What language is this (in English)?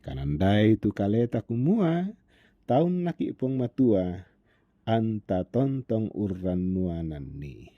Toraja-Sa'dan